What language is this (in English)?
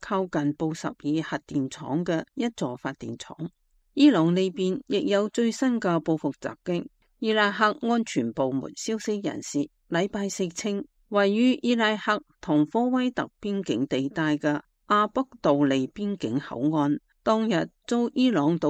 Cantonese